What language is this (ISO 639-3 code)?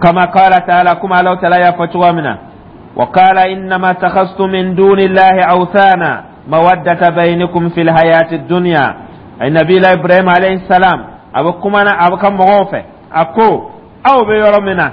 dyu